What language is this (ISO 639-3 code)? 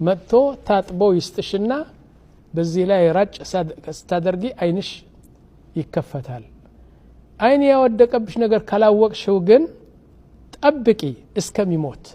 amh